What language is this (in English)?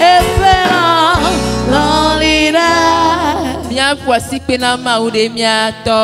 Ewe